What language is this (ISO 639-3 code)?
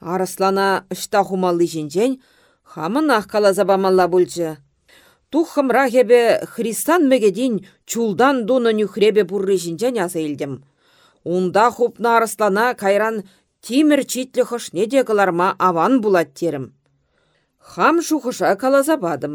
chv